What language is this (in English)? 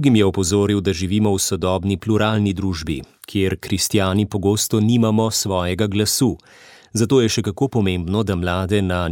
Slovenian